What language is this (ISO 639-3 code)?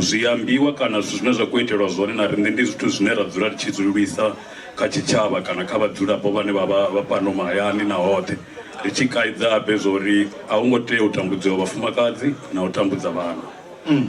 ven